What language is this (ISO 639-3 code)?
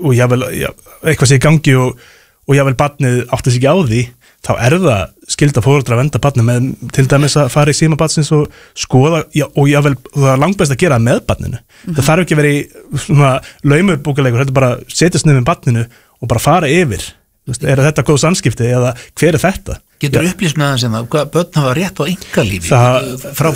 isl